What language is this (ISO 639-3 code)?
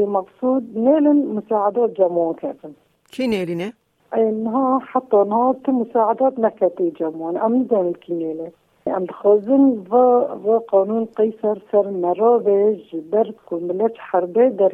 kur